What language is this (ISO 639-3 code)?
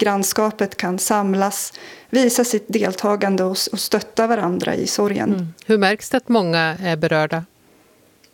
swe